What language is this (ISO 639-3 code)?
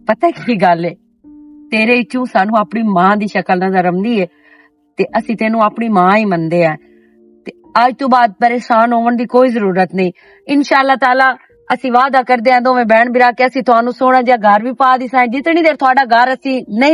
lah